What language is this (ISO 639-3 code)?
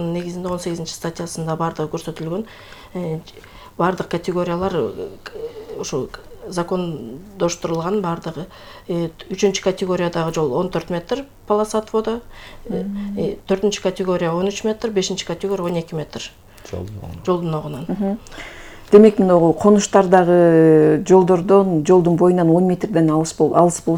kir